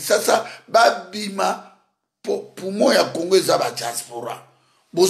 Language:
Lingala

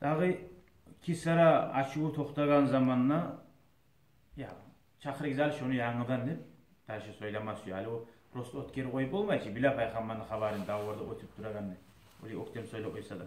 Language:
Kumyk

